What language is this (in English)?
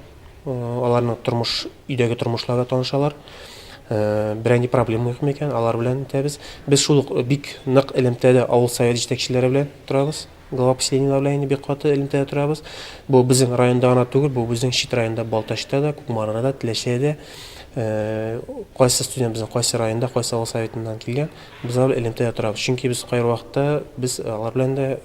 Tatar